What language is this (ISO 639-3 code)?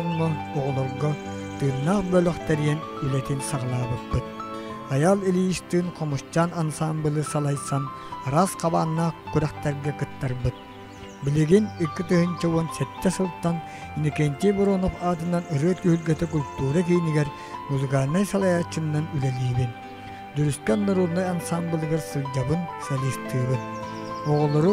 sah